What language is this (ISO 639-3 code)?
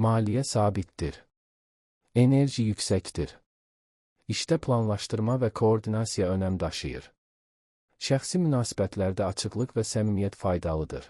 aze